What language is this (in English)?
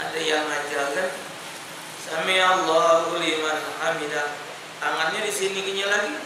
Musi